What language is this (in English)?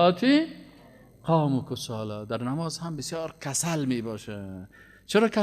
Persian